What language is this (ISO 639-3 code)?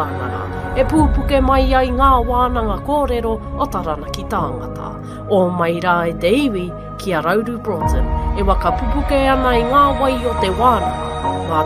mri